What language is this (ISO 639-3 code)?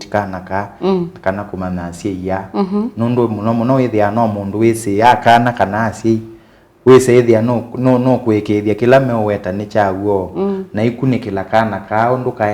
kam